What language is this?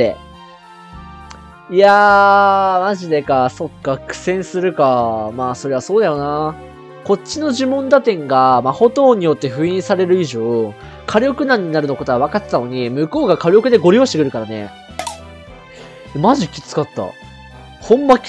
Japanese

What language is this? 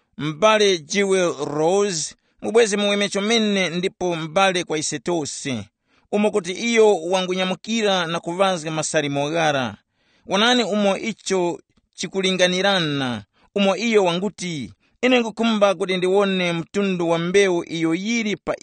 Tumbuka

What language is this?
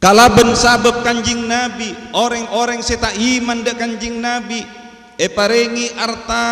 Madurese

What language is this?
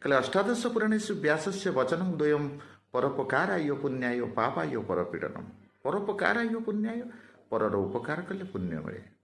Odia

